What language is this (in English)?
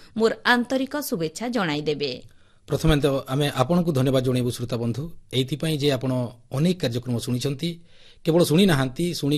Odia